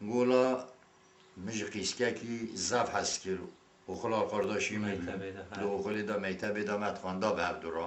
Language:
Kurdish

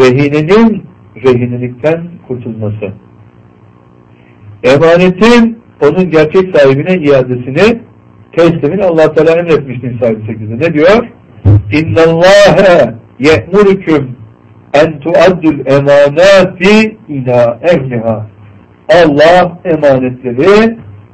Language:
Turkish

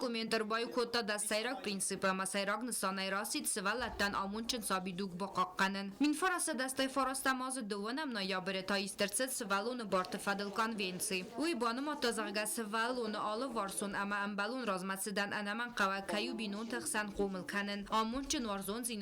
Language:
Ossetic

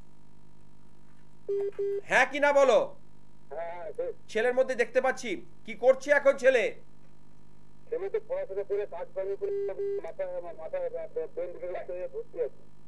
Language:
Bangla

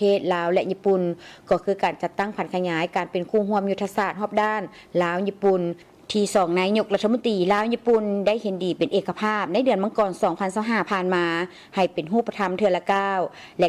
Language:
Lao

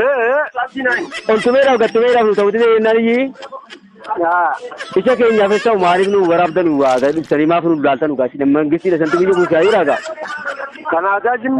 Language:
Oromo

